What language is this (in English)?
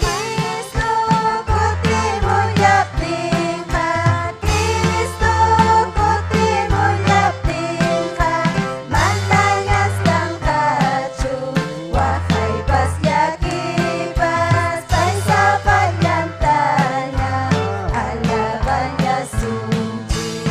Ayacucho Quechua